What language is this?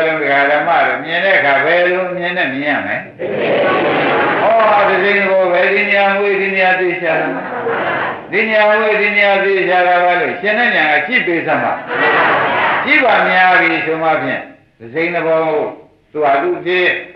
Burmese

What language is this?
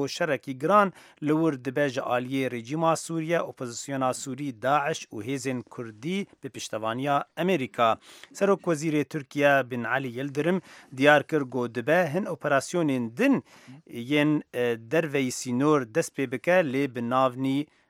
Kurdish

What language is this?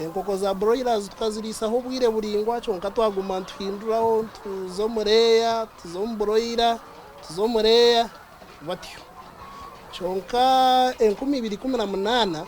Nyankole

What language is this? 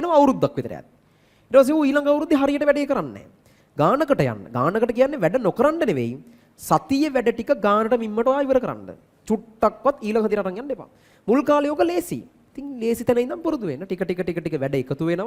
Sinhala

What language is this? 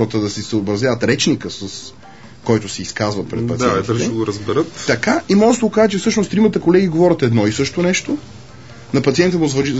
Bulgarian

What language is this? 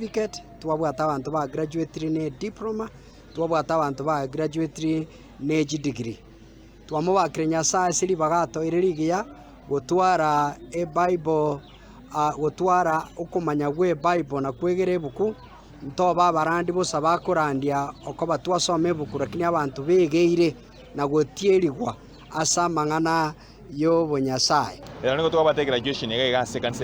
Gusii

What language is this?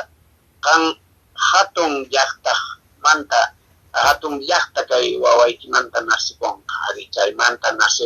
Quechua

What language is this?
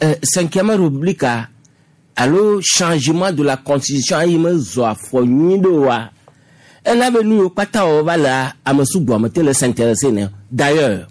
Gen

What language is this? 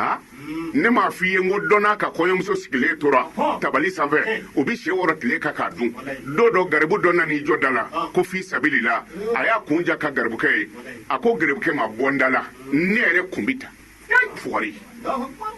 Bambara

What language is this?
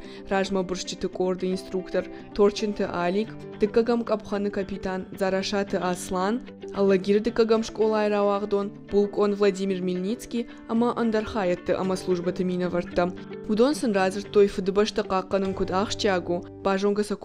Ossetic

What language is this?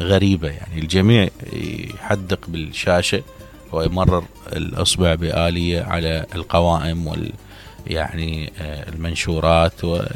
Mesopotamian Arabic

